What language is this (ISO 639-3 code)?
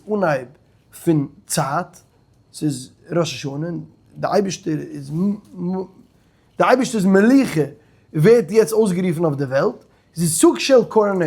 yid